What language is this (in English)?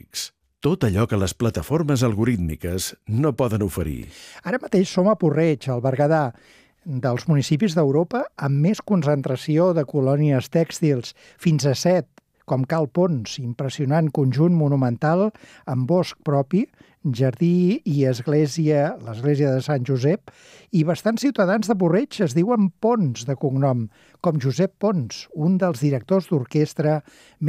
Catalan